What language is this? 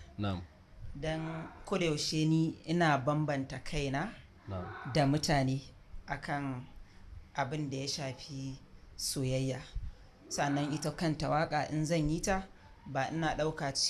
Hausa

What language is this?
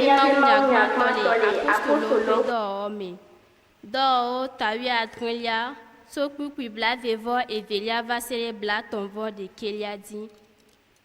Ewe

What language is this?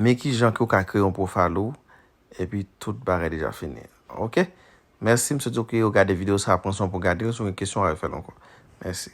Haitian Creole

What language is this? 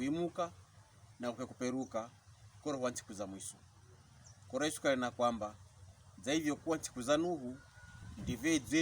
Pokomo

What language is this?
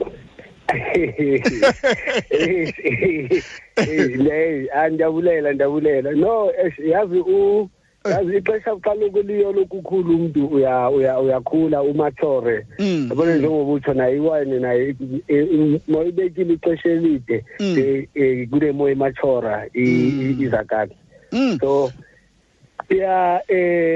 Xhosa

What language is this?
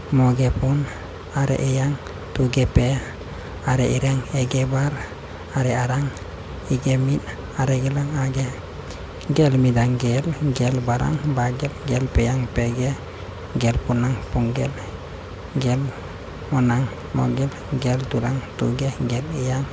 Santali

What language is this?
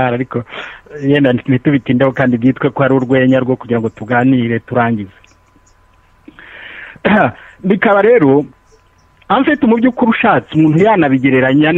Kinyarwanda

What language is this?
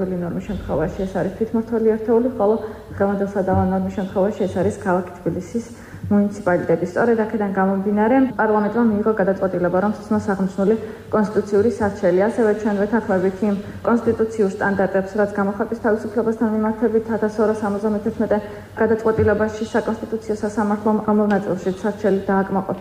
Georgian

